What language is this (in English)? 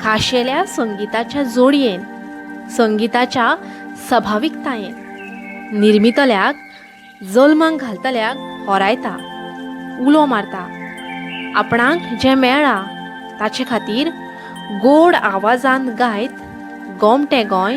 Konkani